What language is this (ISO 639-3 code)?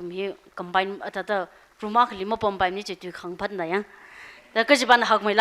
nmf